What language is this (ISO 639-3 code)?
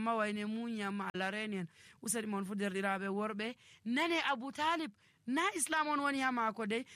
fuv